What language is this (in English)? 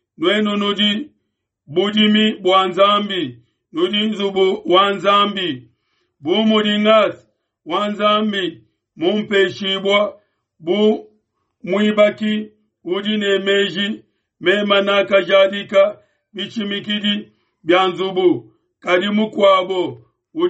Luba-Lulua